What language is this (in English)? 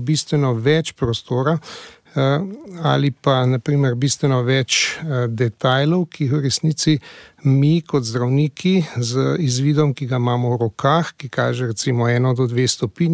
Slovenian